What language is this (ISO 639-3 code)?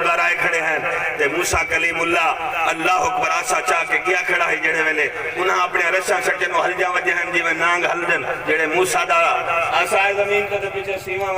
skr